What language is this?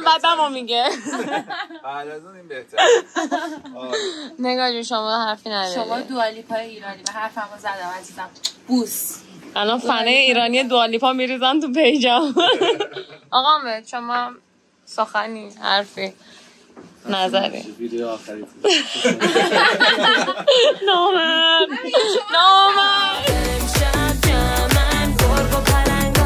Persian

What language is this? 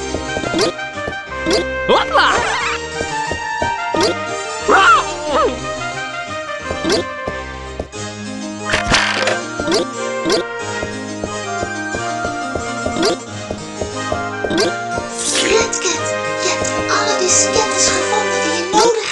Dutch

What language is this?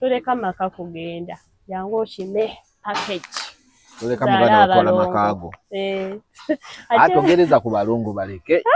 Ganda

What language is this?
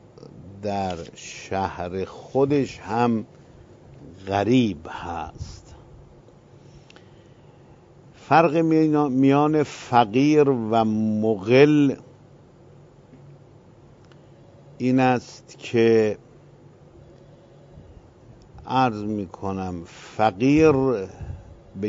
Persian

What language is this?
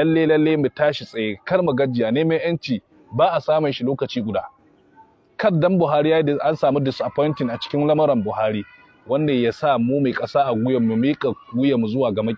Hausa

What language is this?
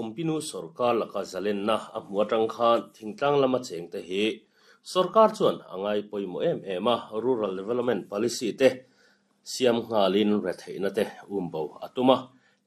Mizo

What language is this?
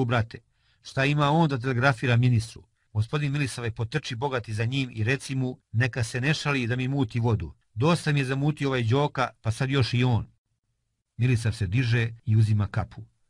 Serbian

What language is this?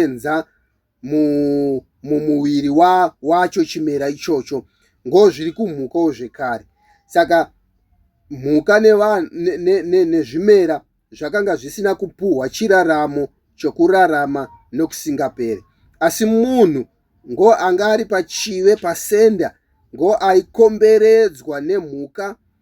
Shona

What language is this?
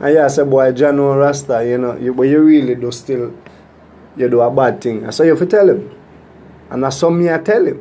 Jamaican Creole English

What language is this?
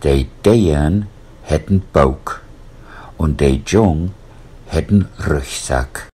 Low German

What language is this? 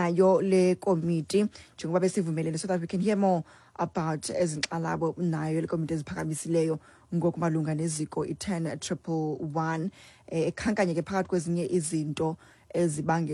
Xhosa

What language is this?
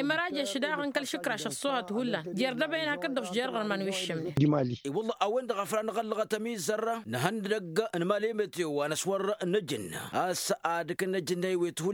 Tamasheq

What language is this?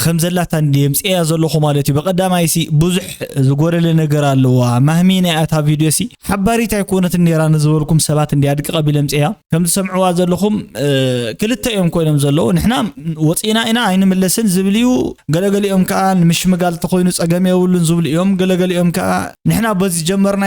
Tigrinya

